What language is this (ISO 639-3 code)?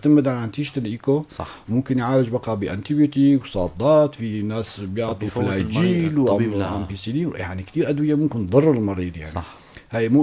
apc